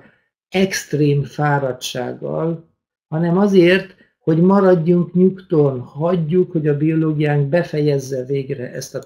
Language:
Hungarian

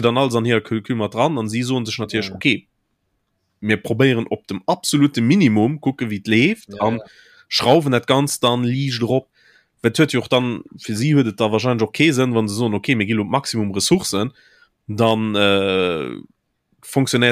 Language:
Luxembourgish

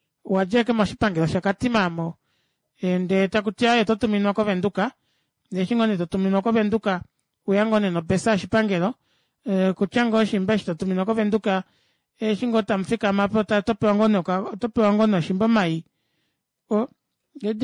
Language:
Kuanyama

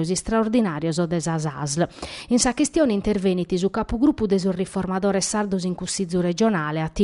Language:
Sardinian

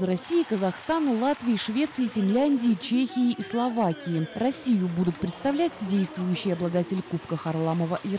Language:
Russian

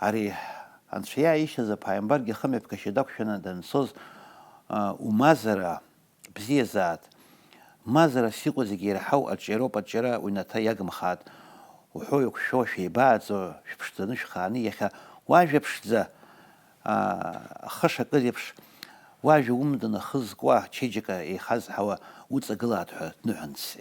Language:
Abkhazian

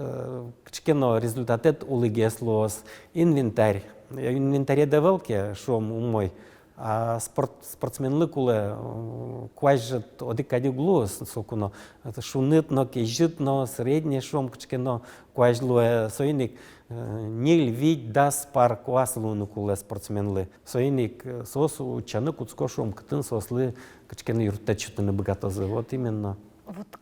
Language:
Udmurt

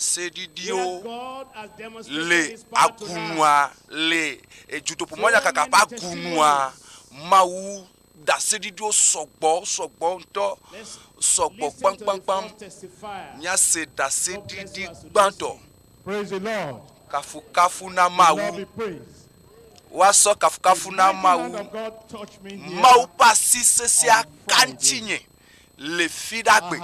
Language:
Ewe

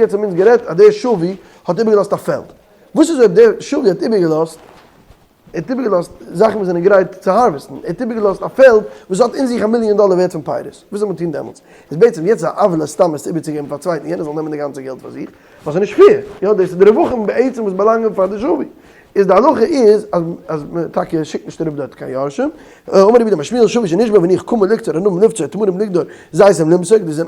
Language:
Yiddish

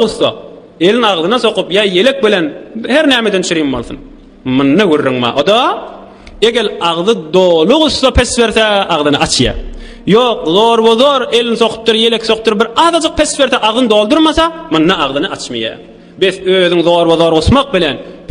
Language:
Turkmen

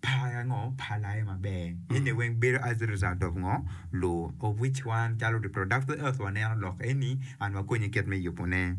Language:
Acoli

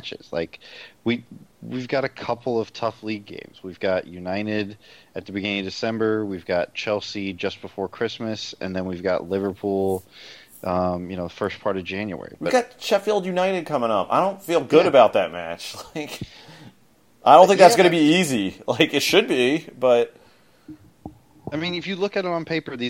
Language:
English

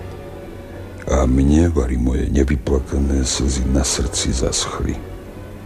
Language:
Slovak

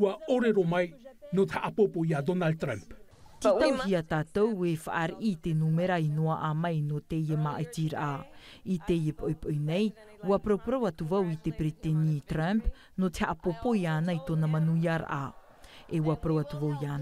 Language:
Tahitian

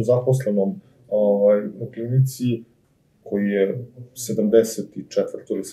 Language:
Serbian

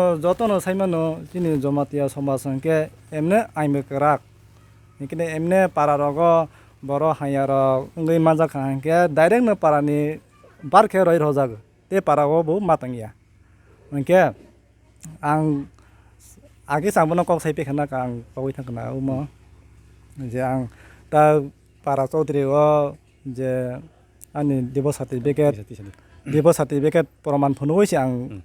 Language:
Kok Borok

